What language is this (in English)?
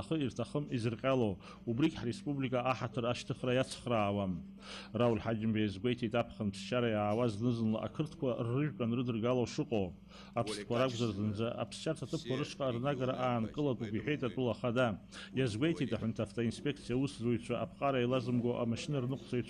Abkhazian